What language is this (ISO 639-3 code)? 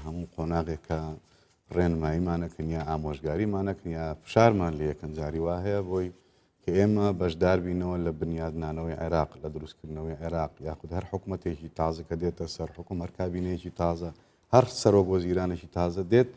ckb